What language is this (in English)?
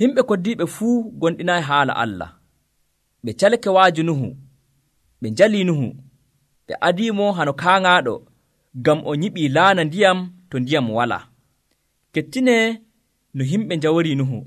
Nigerian Fulfulde